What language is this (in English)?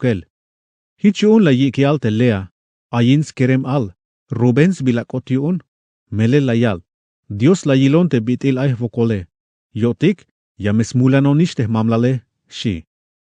Tzeltal